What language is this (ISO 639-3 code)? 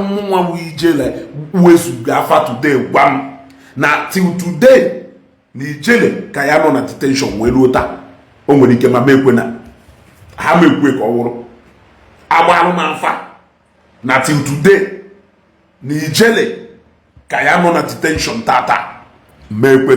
ibo